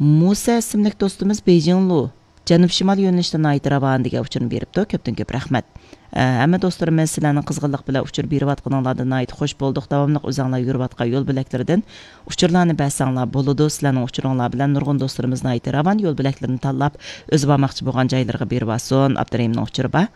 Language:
Uyghur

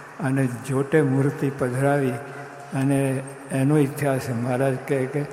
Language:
Gujarati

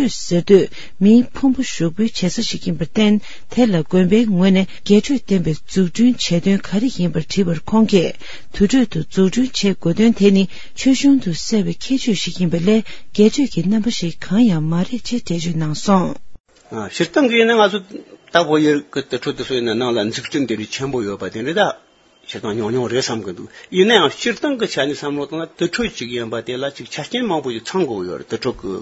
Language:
Tibetan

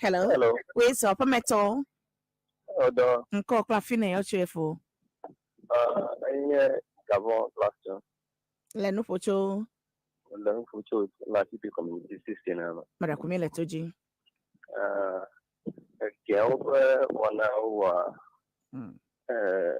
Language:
Ewe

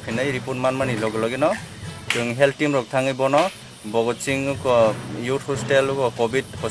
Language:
Kok Borok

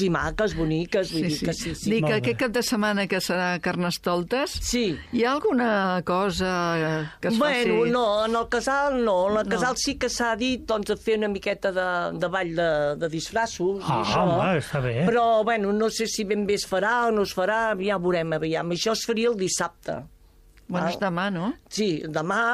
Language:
Catalan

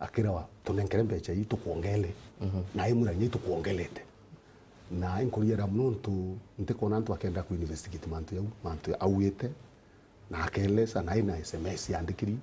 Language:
Meru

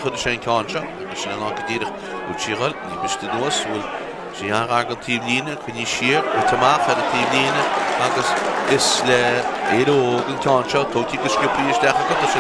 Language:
Irish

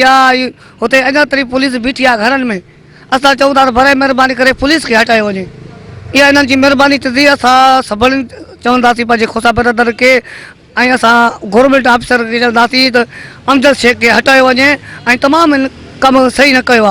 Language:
Sindhi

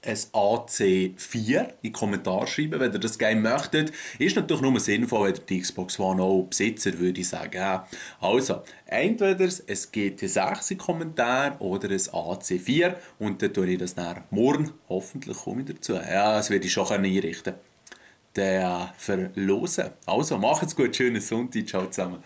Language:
Swiss German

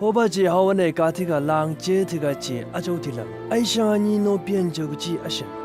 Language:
Chang Naga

